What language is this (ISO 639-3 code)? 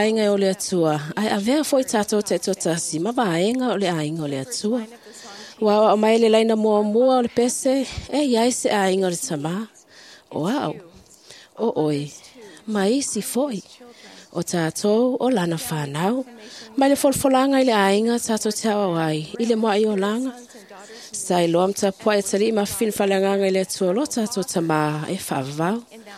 smo